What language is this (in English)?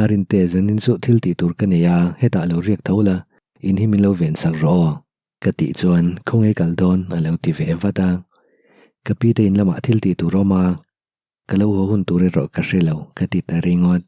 Mizo